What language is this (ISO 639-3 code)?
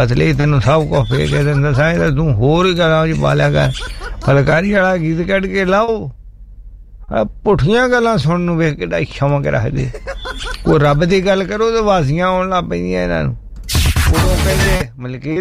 pan